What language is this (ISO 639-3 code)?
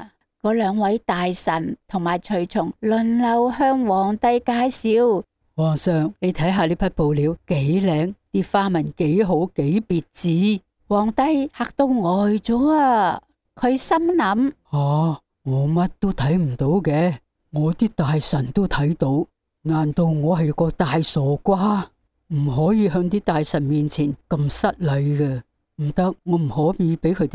yue